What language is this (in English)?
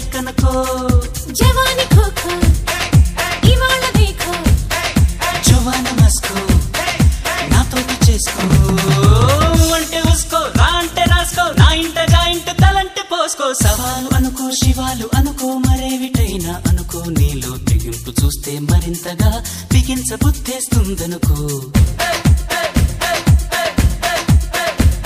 Telugu